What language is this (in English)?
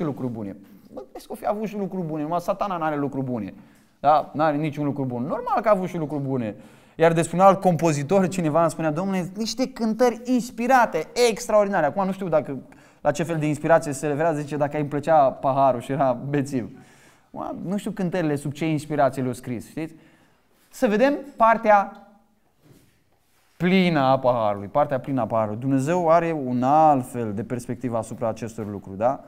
Romanian